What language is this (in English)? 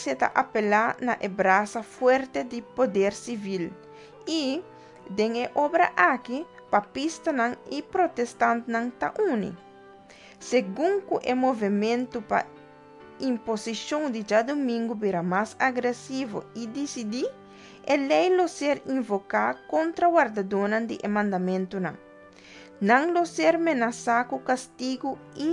Papiamento